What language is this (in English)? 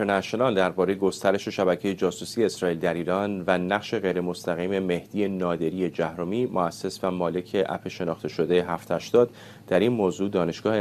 Persian